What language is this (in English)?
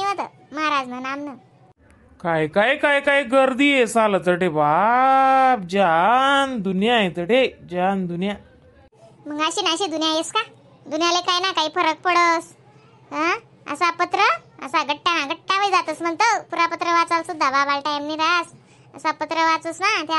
Khandesi